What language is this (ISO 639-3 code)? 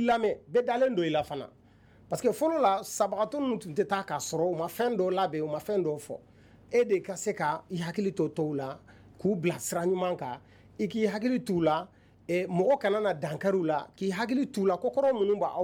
bam